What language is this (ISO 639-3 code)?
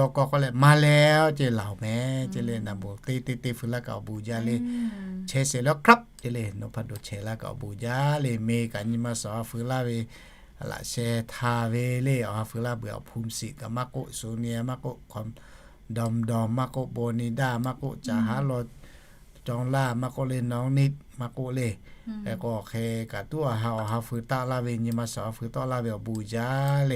lhu